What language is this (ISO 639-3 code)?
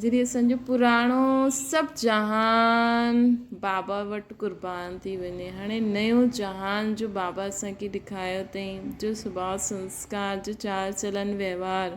snd